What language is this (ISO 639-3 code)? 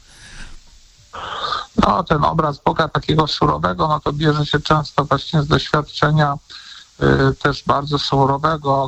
pol